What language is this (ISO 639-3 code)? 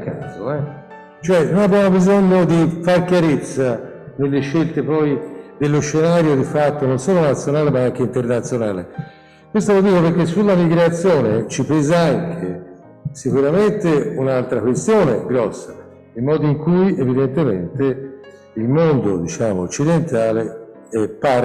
ita